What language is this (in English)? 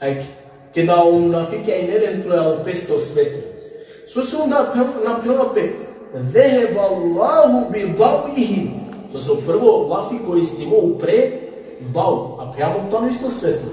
Balkan Romani